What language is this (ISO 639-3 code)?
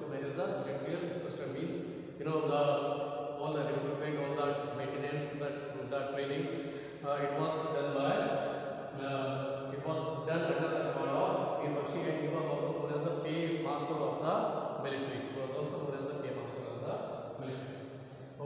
eng